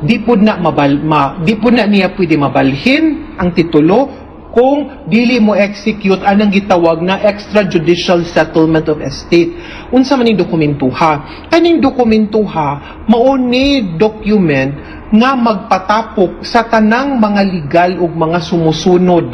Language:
Cebuano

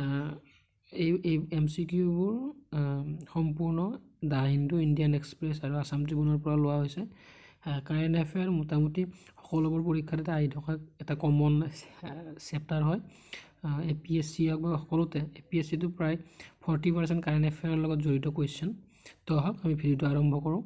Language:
Assamese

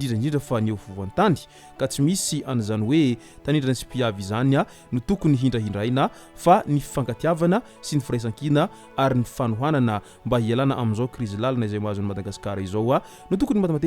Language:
Malagasy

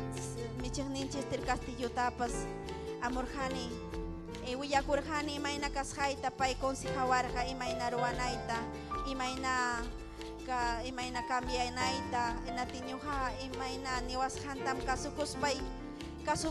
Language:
Ayacucho Quechua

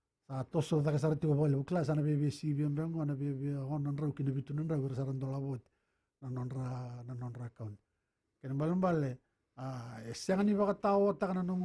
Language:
Fijian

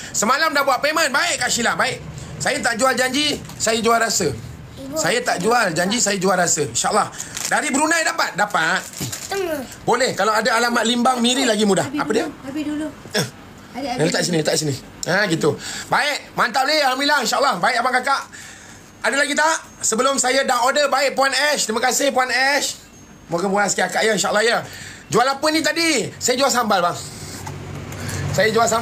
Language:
Malay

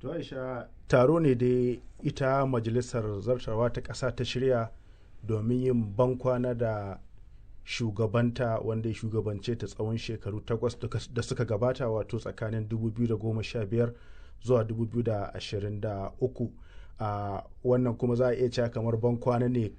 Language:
Hausa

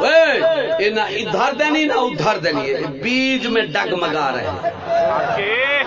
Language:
Saraiki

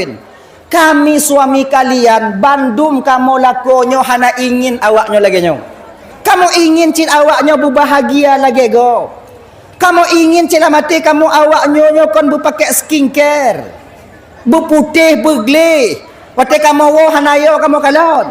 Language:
Achinese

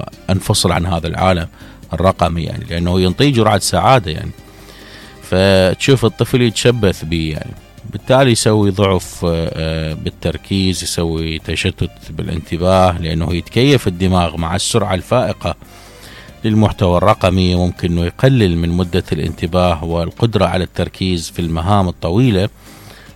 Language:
Mesopotamian Arabic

